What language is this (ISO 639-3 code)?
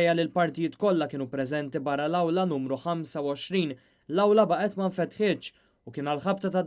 mlt